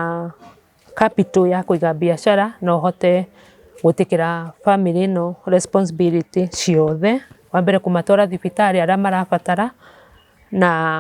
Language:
Kikuyu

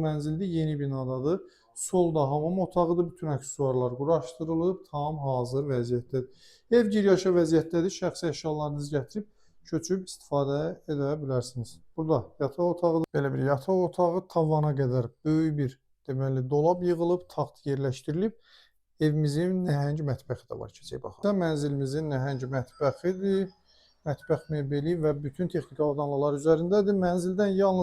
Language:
Azerbaijani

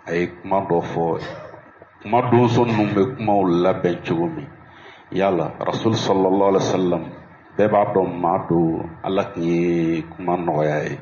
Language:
Bambara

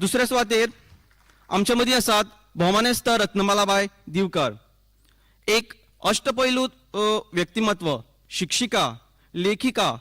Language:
Konkani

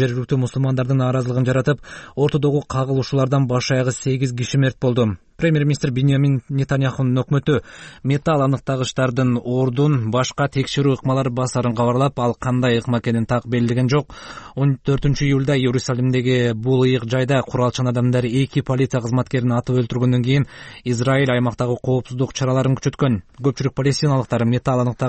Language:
Kyrgyz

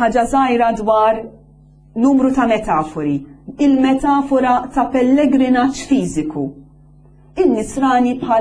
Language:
Maltese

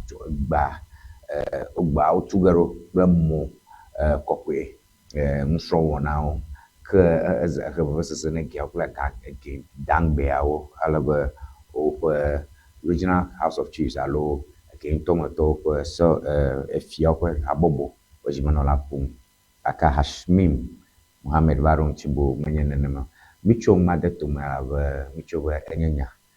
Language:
Ewe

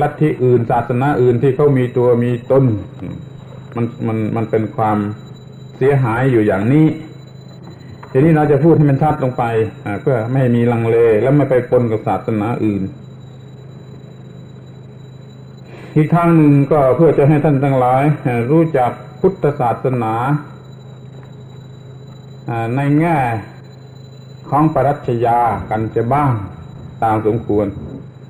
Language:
Thai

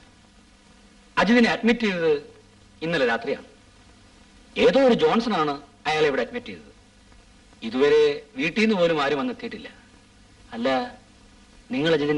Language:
Malayalam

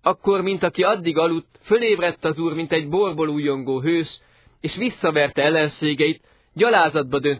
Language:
Hungarian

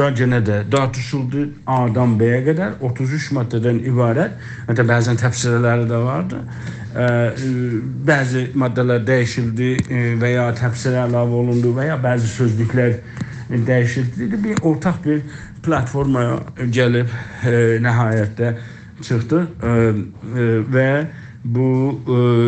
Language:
South Azerbaijani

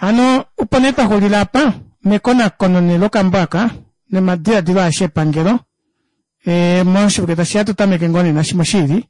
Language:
Kuanyama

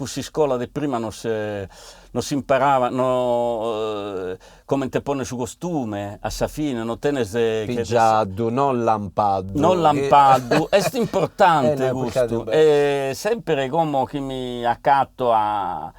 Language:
Sardinian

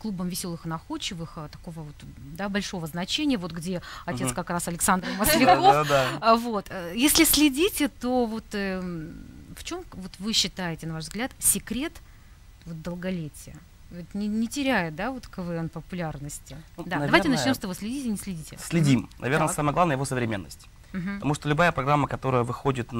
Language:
Russian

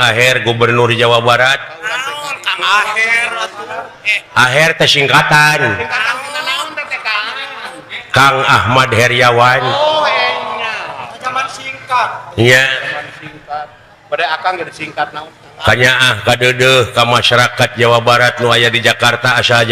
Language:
Sundanese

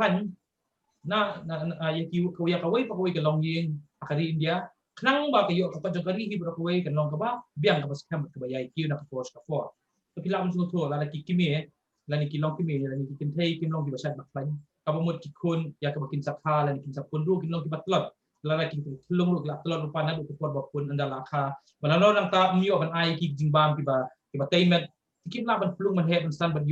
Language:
Khasi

